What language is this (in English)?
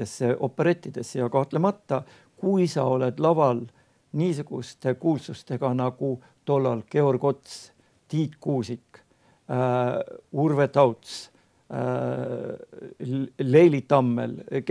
Estonian